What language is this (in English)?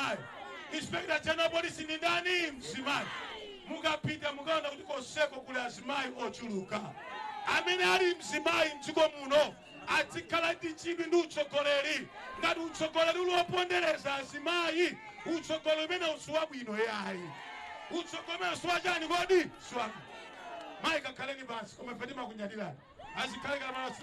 Nyanja